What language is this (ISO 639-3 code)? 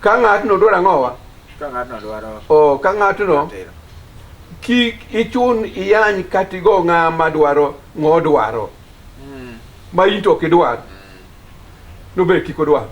luo